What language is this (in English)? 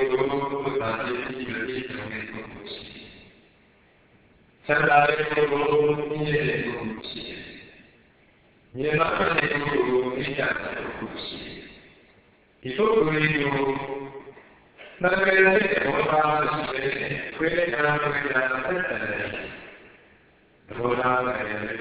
Burmese